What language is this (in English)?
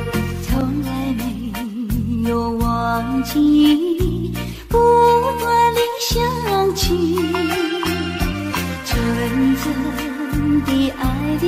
Chinese